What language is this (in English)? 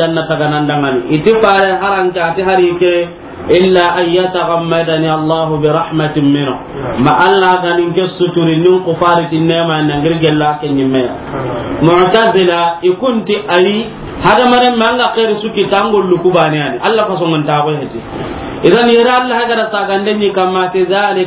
Soninke